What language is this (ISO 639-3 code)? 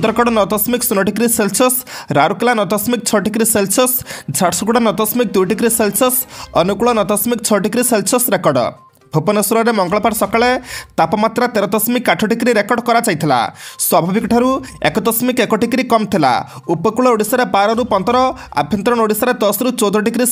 ori